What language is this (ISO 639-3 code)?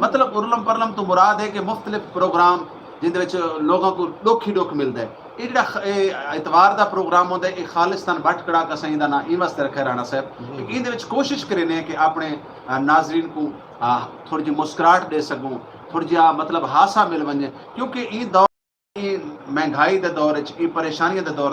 skr